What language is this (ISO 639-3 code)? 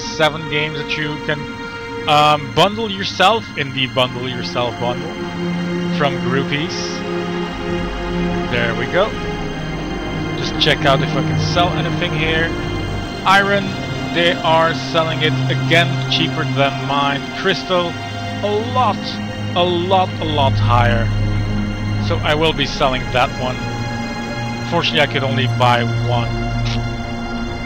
eng